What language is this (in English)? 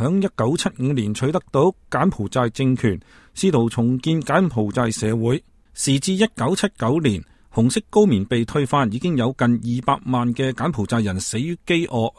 Cantonese